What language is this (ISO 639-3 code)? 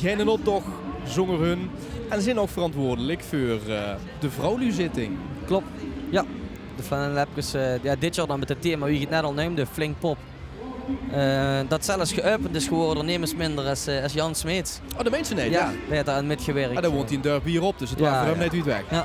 lim